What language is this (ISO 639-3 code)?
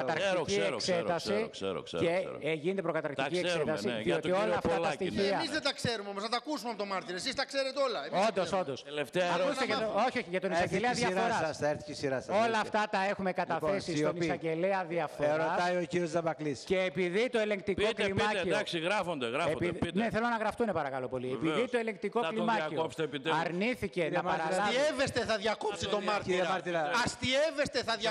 ell